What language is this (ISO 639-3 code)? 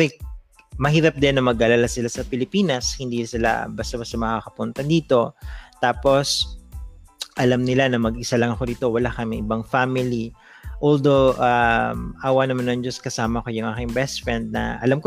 fil